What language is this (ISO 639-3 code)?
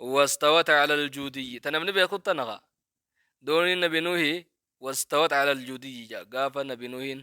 orm